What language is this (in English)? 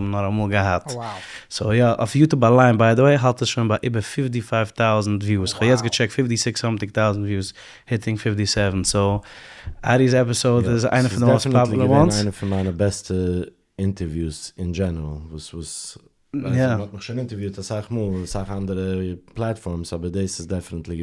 Yiddish